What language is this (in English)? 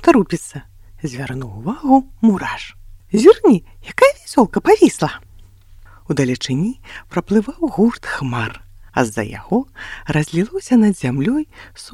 Belarusian